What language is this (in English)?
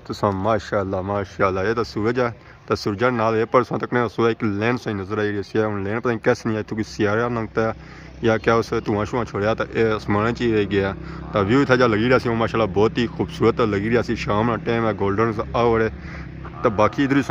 Pahari-Potwari